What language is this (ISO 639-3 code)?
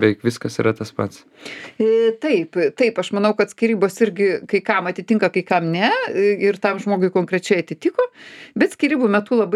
lit